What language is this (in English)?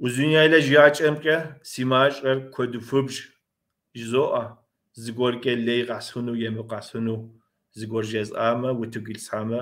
Kabardian